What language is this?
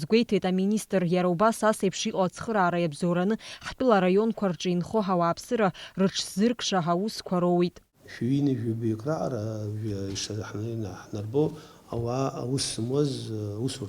Abkhazian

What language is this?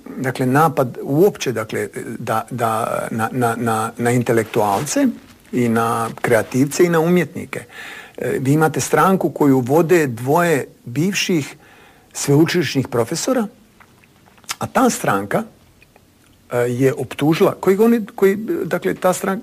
Croatian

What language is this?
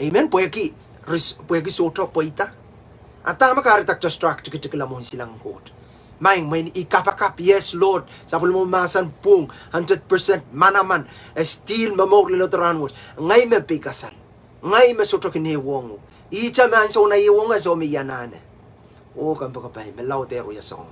Pohnpeian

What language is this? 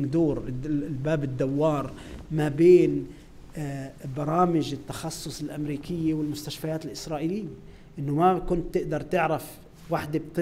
North Levantine Arabic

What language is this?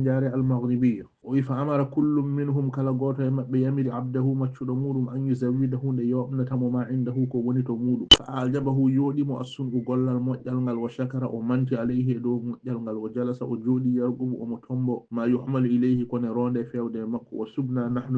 Fula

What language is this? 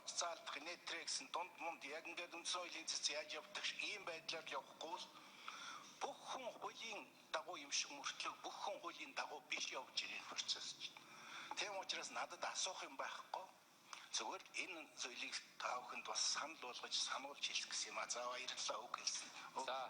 Mongolian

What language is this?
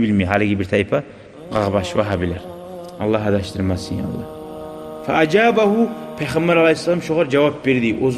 Kumyk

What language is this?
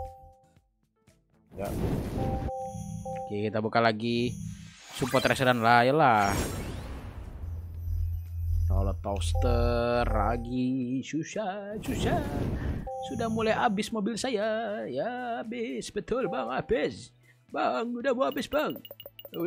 Indonesian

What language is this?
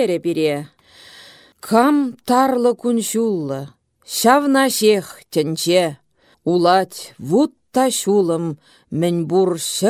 Chuvash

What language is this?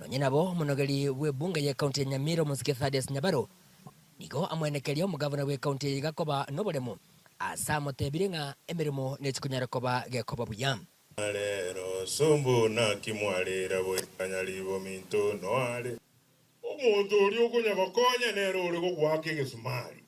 Gusii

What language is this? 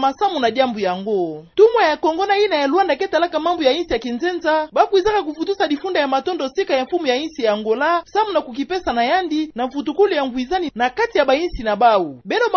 Kituba (Democratic Republic of Congo)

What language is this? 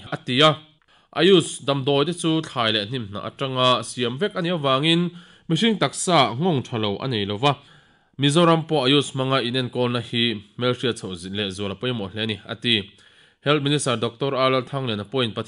Mizo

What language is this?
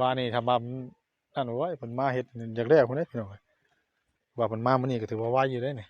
Northeastern Thai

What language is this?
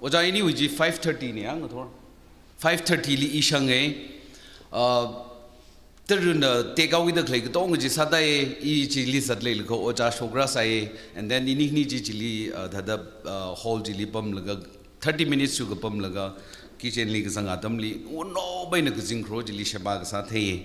Tangkhul Naga (India)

